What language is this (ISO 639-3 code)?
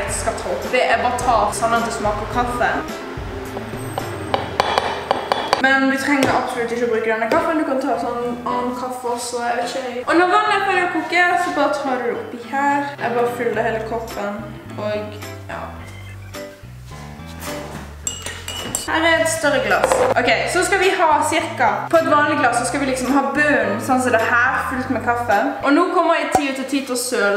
nor